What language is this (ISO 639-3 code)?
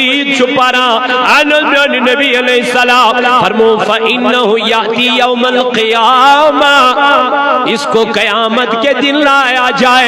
kas